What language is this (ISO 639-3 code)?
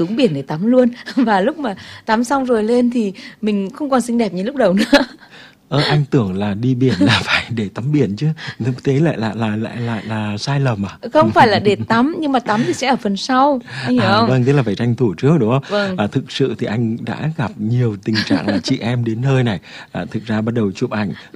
vie